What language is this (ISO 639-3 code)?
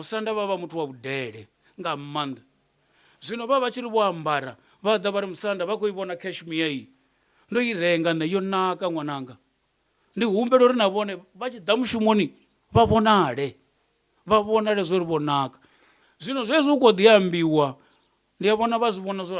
ven